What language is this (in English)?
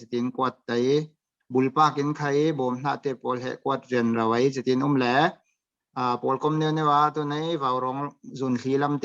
Falam Chin